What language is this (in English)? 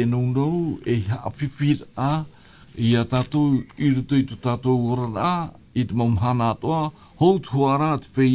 Tahitian